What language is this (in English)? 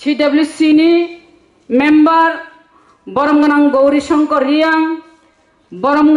Kok Borok